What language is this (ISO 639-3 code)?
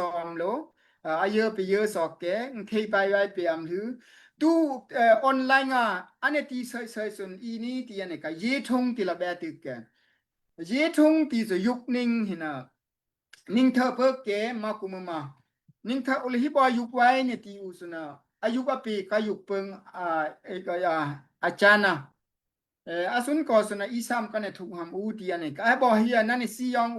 dao